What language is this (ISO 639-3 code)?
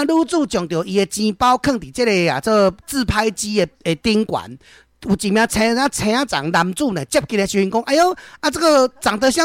nan